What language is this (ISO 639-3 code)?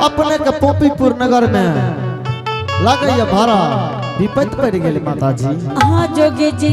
anp